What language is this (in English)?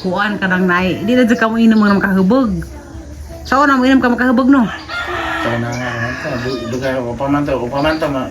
Cebuano